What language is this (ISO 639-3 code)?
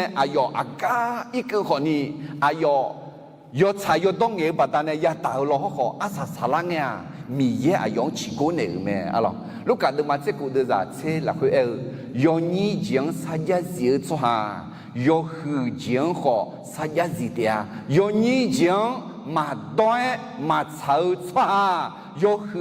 ahk